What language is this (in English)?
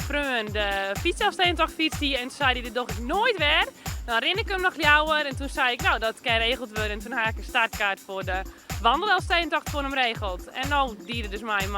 Western Frisian